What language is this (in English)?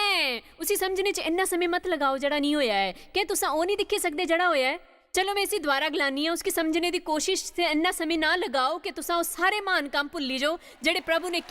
Dogri